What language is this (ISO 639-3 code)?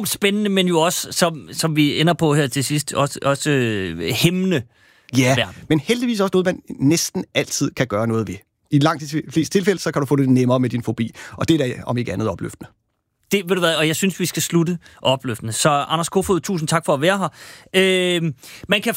dan